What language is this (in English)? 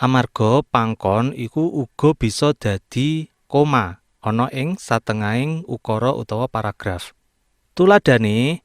Javanese